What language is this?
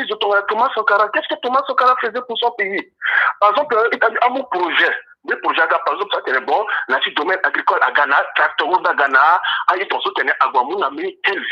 Sango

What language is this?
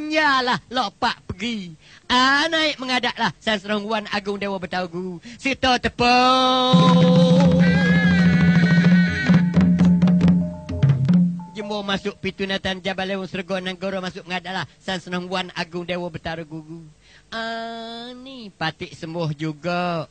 Malay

